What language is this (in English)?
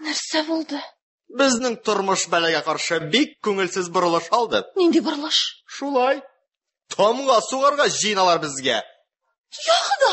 Tatar